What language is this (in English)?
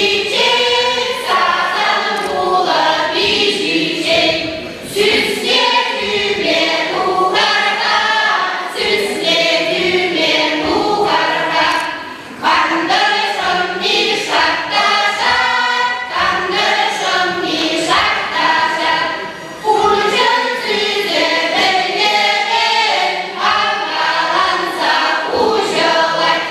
Chuvash